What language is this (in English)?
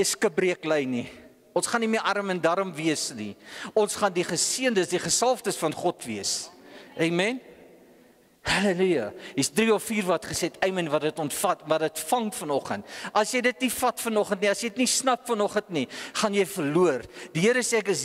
Afrikaans